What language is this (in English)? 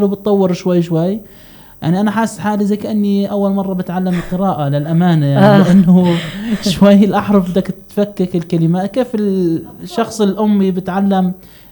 North Levantine Arabic